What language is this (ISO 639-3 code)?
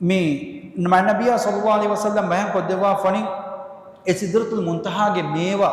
div